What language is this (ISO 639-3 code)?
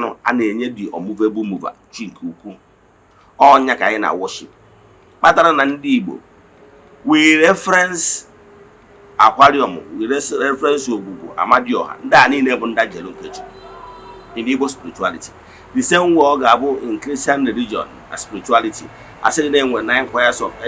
ibo